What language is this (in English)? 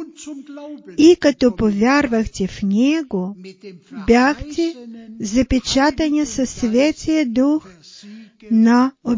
Bulgarian